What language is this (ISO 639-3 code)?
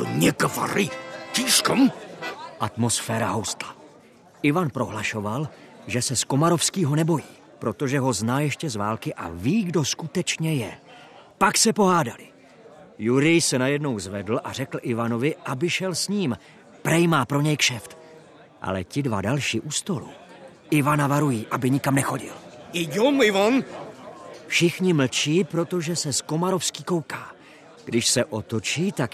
ces